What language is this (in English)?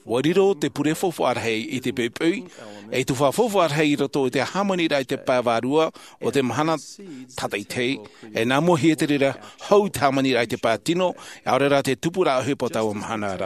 Tahitian